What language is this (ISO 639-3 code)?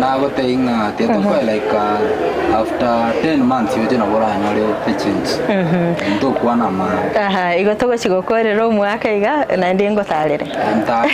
guz